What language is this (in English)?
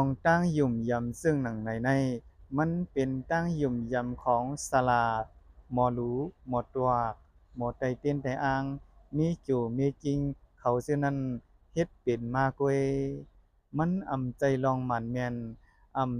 Shan